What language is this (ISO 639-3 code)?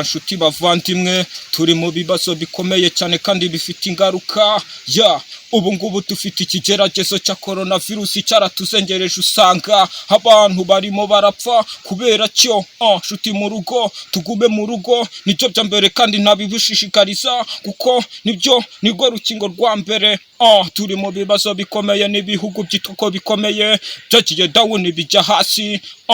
kin